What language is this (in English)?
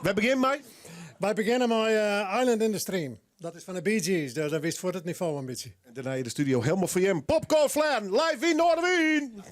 Western Frisian